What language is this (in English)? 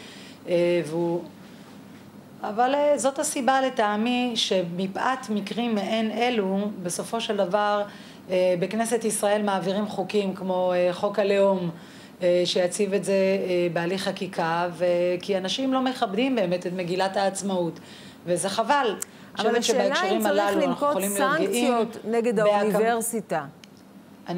Hebrew